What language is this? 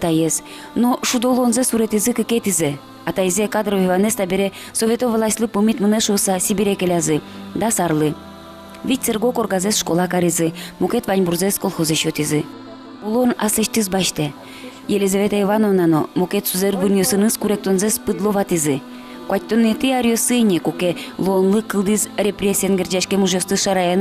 Udmurt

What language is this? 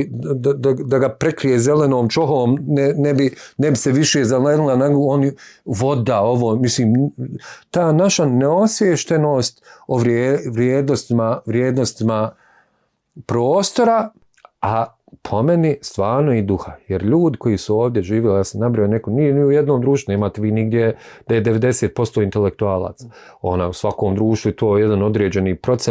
Bosnian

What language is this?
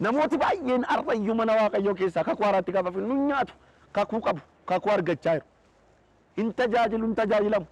Oromo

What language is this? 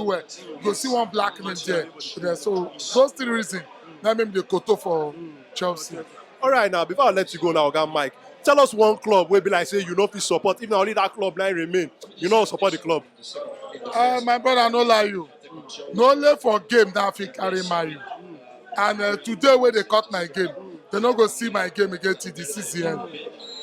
Nigerian Pidgin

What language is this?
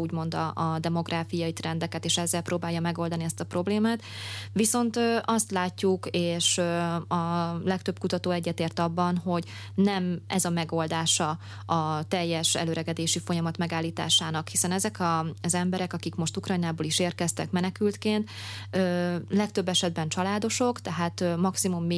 Hungarian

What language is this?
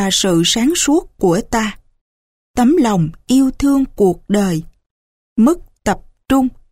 Vietnamese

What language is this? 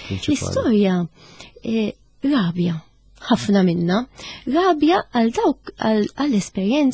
Maltese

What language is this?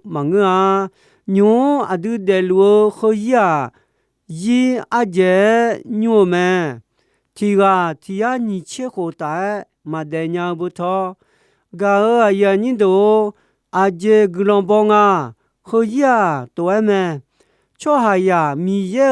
Akha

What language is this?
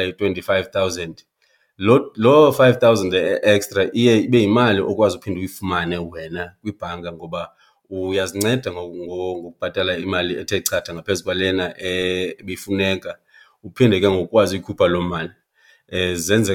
Xhosa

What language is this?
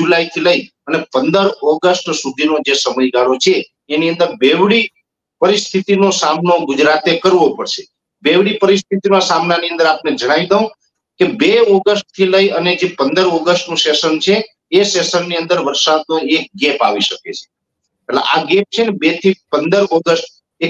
Gujarati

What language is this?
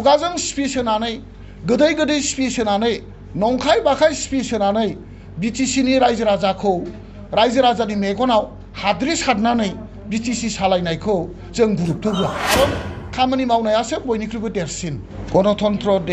Bodo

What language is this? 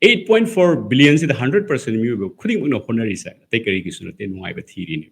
Manipuri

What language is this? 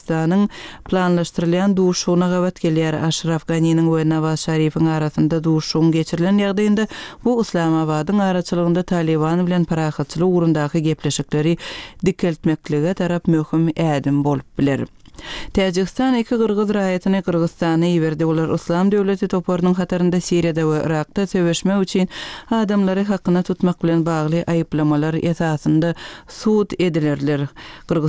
Turkmen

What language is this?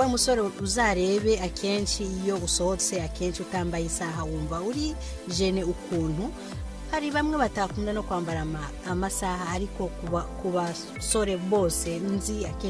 Kinyarwanda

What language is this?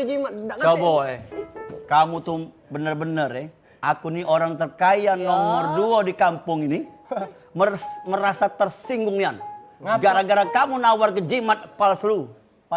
Musi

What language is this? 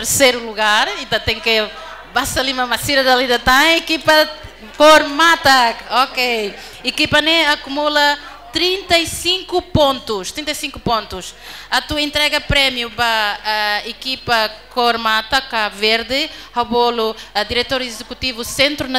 Tetum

